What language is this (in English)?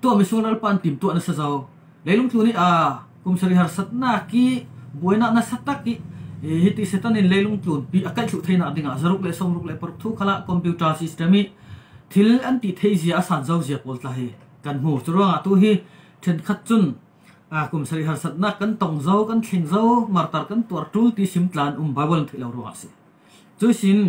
Falam Chin